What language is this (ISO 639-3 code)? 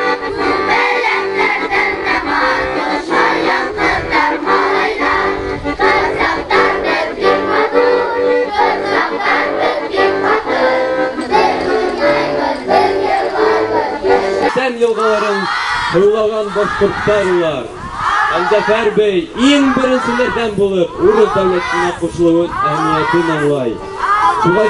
bak